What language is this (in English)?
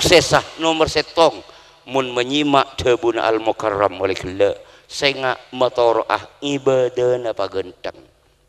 Madurese